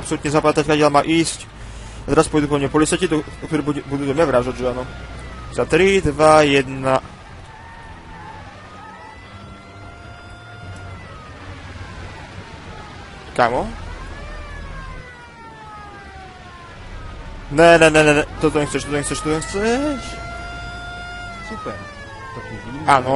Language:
Slovak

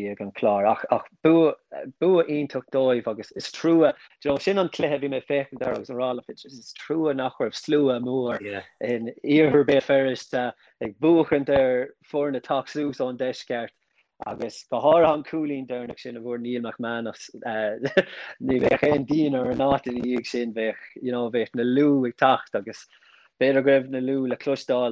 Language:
Irish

